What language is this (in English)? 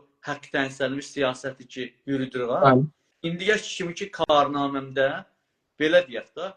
South Azerbaijani